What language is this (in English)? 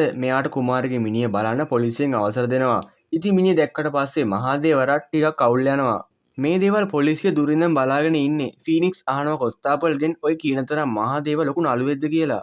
Sinhala